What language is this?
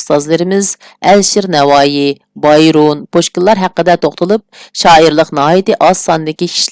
Uyghur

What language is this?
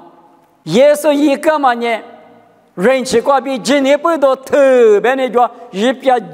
Lisu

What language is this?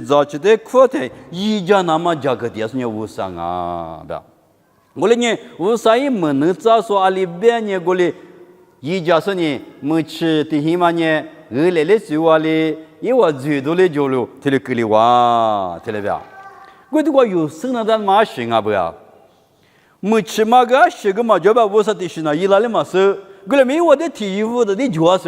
Lisu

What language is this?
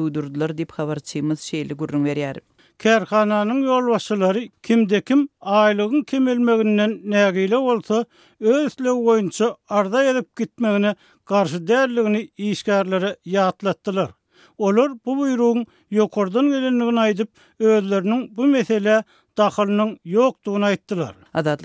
Turkmen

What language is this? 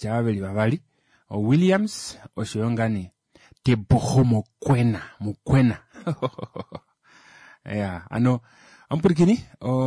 Kuanyama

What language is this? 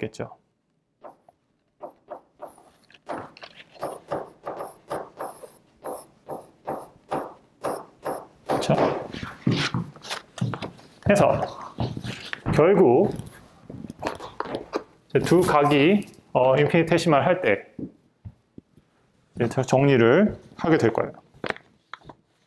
Korean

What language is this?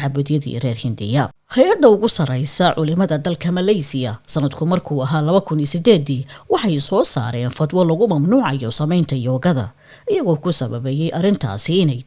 Somali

